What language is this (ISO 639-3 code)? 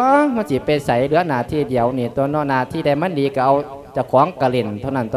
lao